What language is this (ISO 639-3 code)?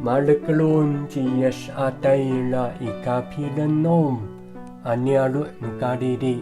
ami